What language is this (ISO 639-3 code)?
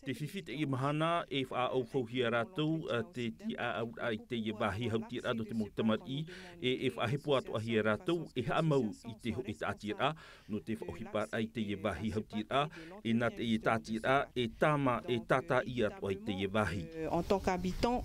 tah